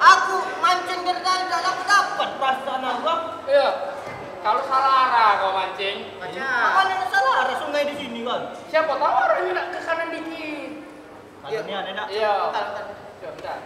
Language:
Musi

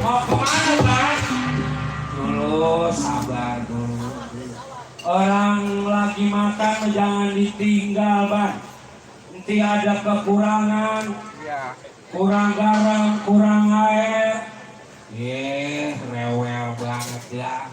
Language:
Betawi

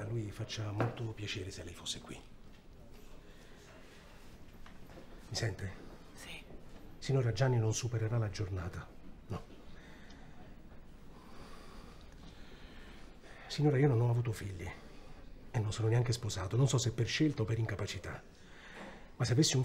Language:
Italian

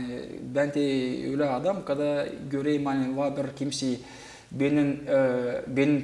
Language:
Gagauz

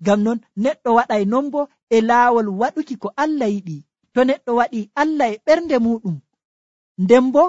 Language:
Nigerian Fulfulde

